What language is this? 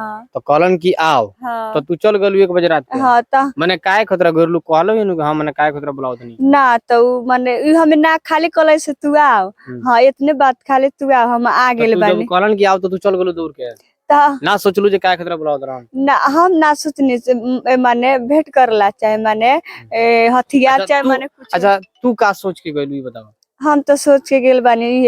Bhojpuri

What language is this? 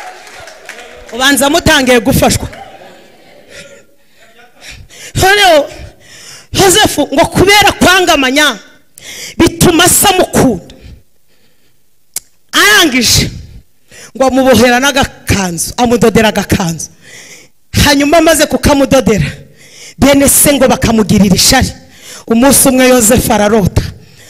Kinyarwanda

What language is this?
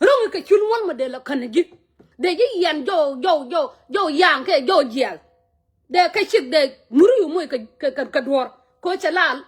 Nuer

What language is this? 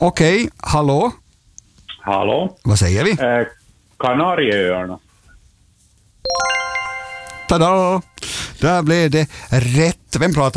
Swedish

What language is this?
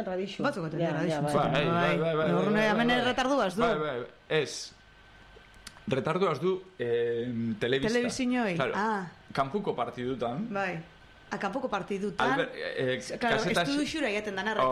Basque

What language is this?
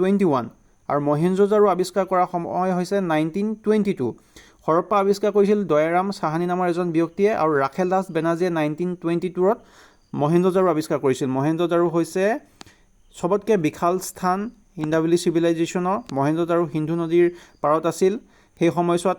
Assamese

